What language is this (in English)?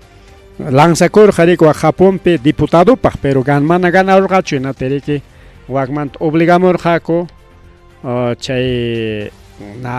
Ayacucho Quechua